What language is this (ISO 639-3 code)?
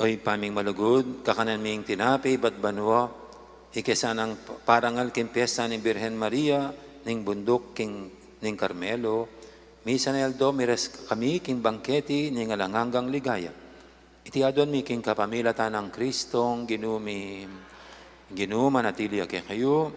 pam